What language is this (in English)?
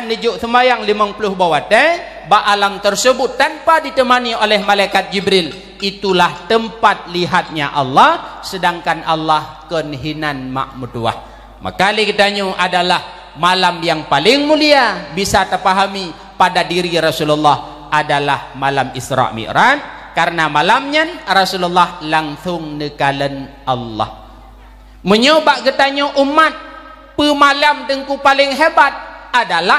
Achinese